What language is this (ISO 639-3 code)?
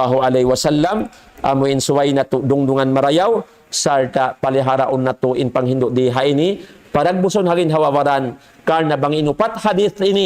tsg